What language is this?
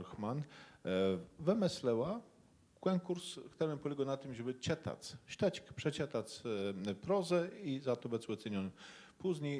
Kashubian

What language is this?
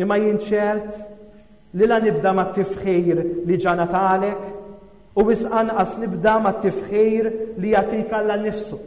Maltese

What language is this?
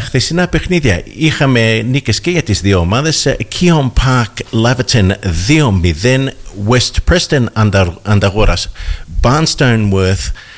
Greek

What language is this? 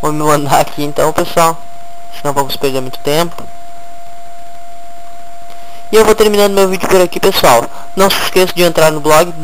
Portuguese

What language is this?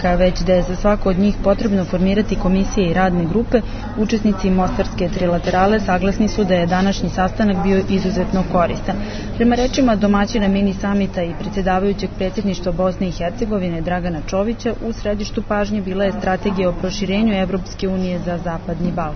Serbian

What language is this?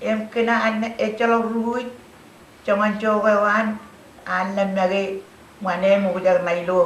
Marshallese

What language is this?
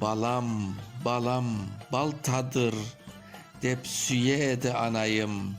Crimean Tatar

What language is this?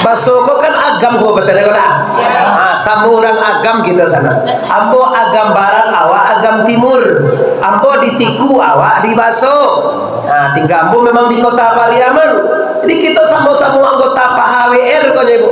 Minangkabau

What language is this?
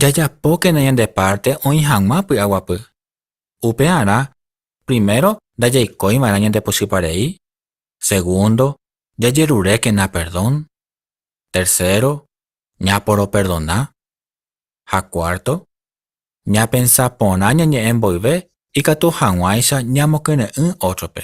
Guarani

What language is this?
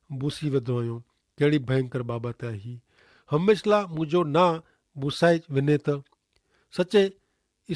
Kachhi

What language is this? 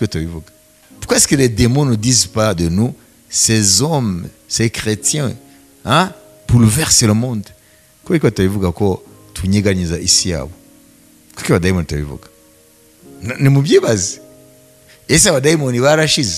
Kinyarwanda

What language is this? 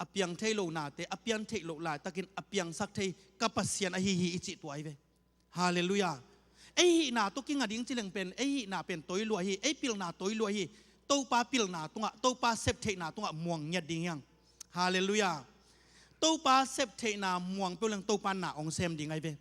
Tedim Chin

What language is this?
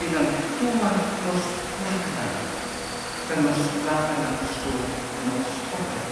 Papiamento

